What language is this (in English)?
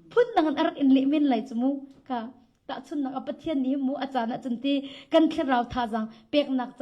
Hakha Chin